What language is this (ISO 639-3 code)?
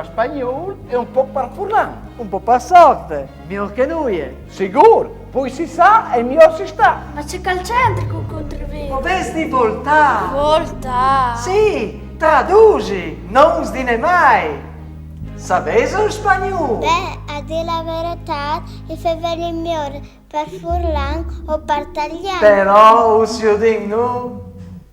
fur